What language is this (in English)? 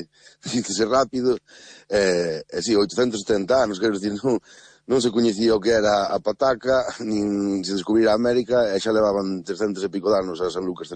Galician